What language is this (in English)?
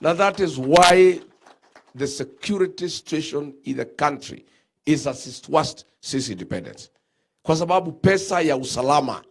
Gusii